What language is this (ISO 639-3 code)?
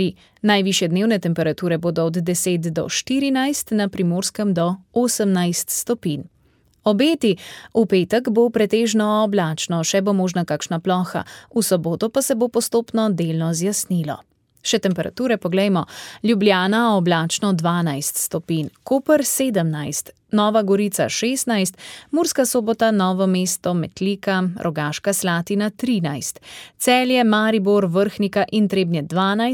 slv